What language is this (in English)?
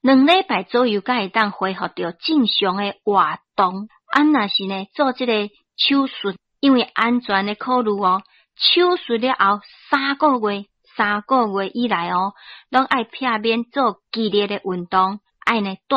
Min Nan Chinese